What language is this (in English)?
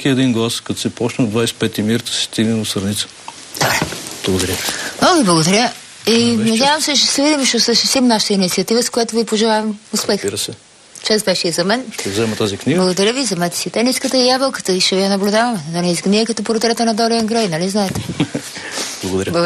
Bulgarian